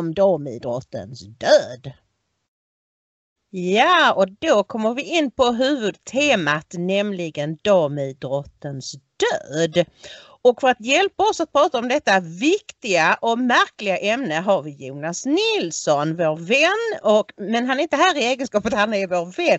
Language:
Swedish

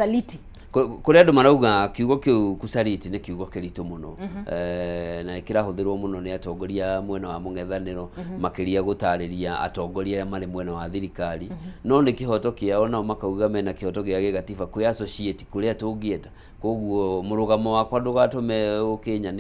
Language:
Kikuyu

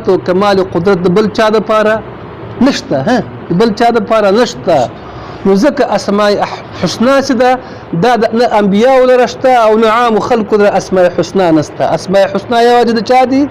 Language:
Pashto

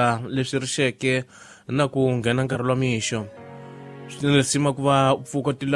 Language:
Tsonga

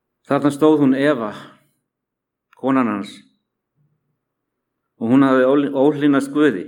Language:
Icelandic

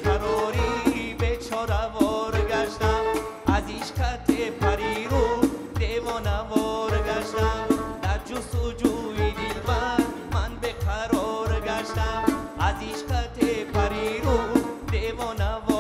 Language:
Persian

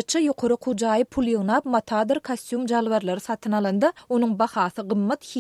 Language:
Turkmen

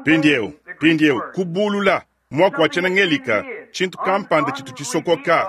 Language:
Luba-Lulua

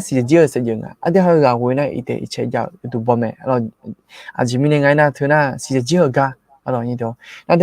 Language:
Akha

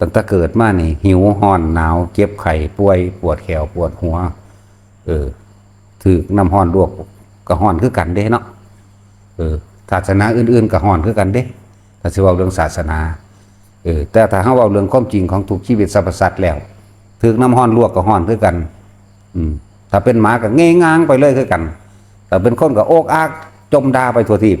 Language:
Northeastern Thai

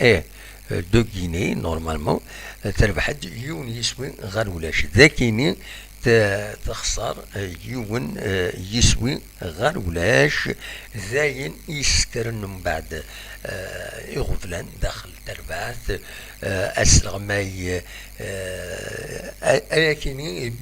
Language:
Kabyle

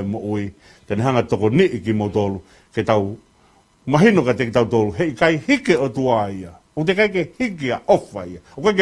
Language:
Tongan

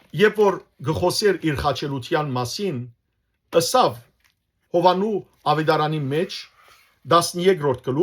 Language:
Western Armenian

